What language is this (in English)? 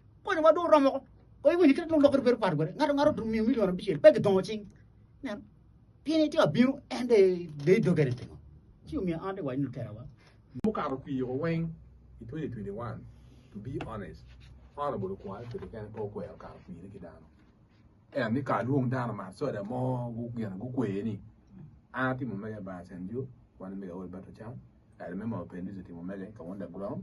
Acoli